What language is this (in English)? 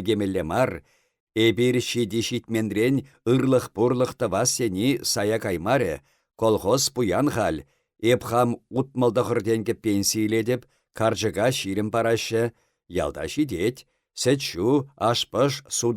Chuvash